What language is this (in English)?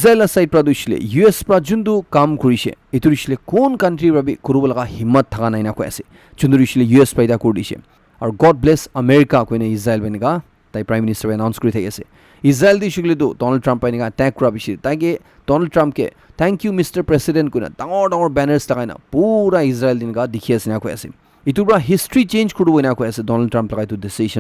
Naga Pidgin